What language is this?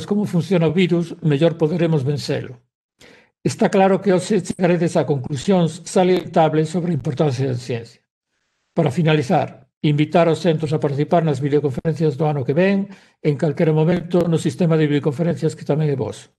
Galician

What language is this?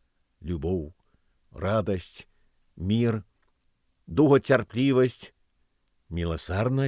Belarusian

